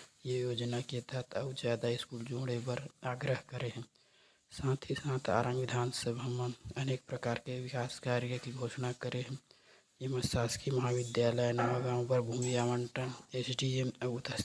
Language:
Chhattisgarhi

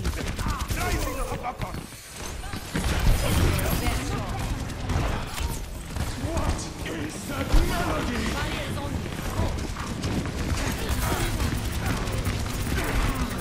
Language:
English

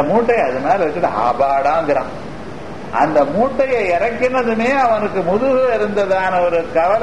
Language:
Tamil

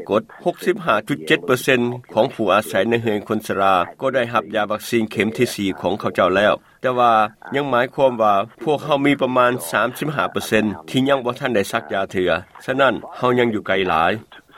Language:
Lao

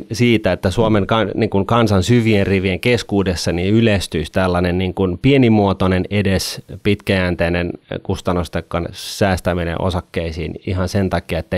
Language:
Finnish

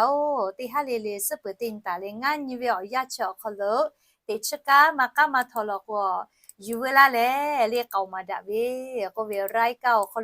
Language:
Lahu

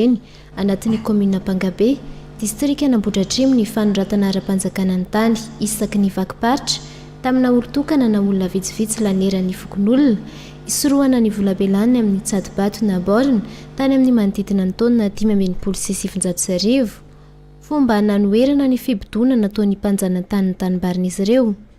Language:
Malagasy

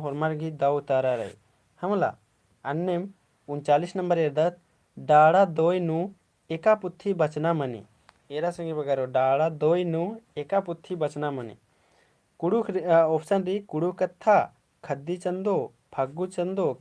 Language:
Kurukh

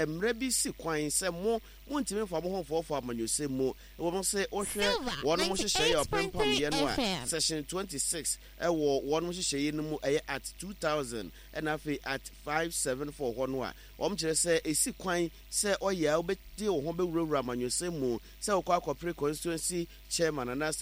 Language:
Akan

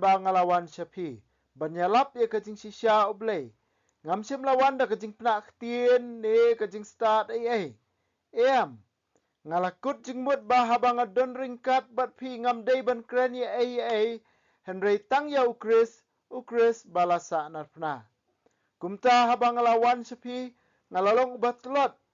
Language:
Khasi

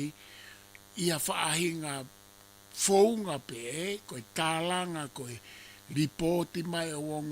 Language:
Tongan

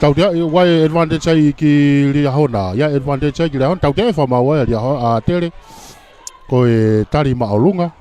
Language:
Tongan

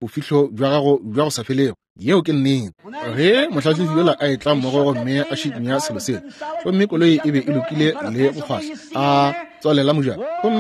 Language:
Northern Sotho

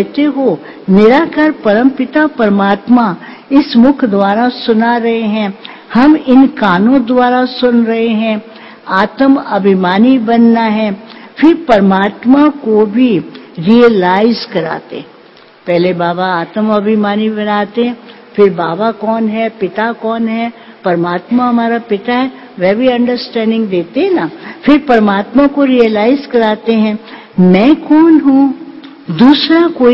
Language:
Hindi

